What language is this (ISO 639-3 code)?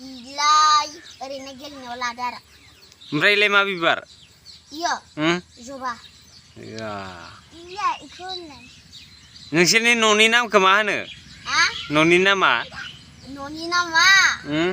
brx